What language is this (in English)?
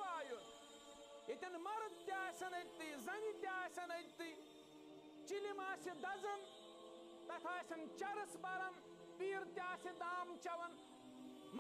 Kashmiri